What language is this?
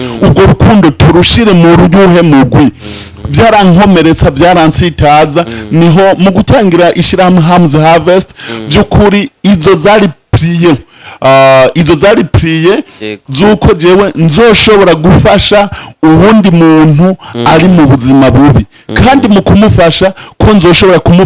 Rundi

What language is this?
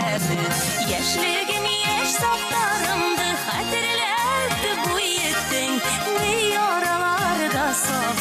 Bashkir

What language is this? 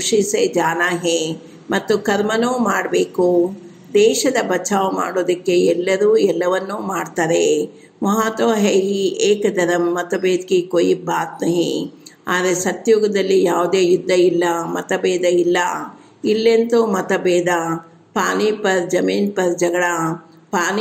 Kannada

